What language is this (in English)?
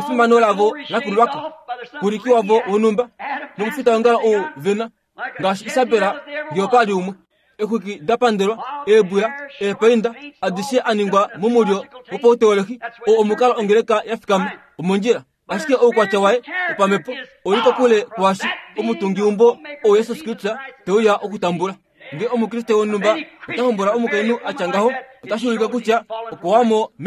Kuanyama